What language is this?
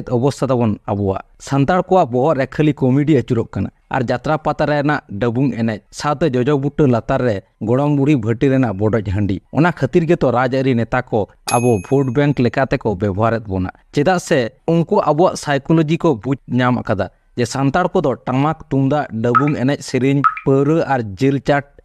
Santali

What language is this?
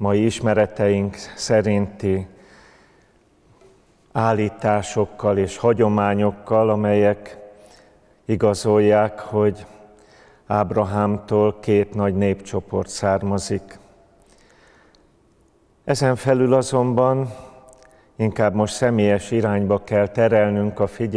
Hungarian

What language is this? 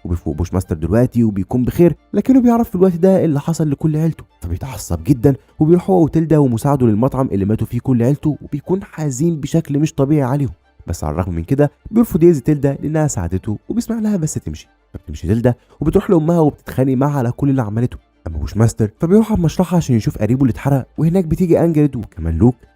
Egyptian Arabic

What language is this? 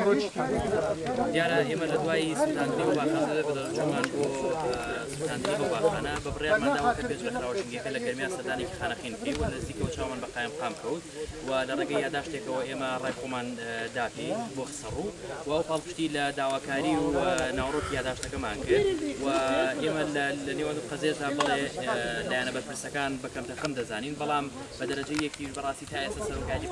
Central Kurdish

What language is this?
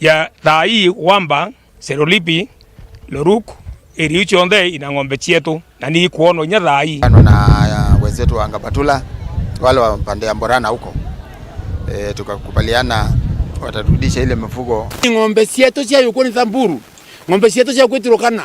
Meru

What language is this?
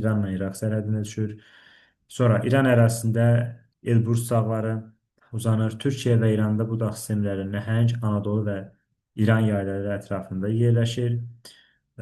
Azerbaijani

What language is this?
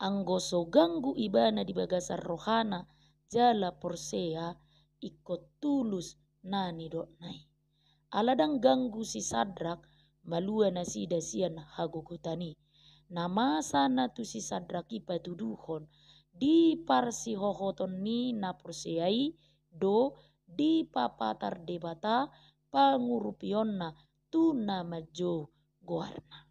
Batak Toba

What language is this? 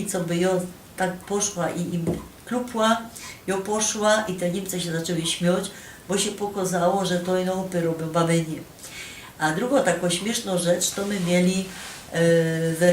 Silesian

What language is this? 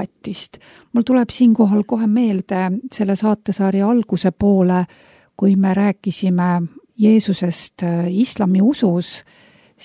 Estonian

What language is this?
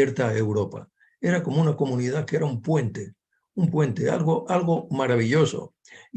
Ladino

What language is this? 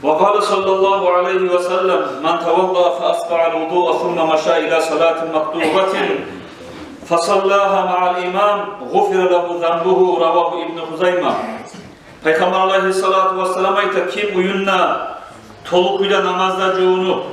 Kumyk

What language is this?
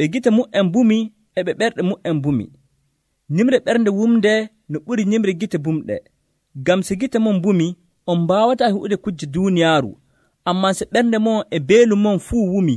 Nigerian Fulfulde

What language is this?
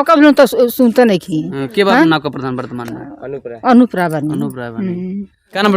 Bhojpuri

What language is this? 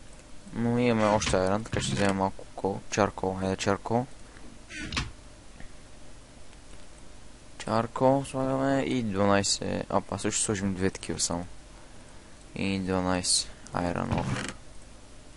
Bulgarian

